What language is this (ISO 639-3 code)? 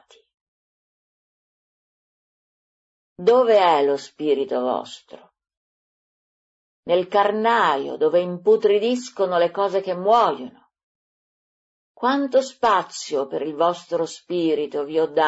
ita